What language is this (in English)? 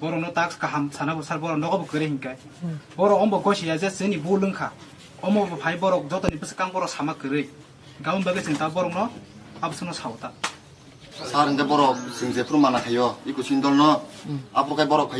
Kok Borok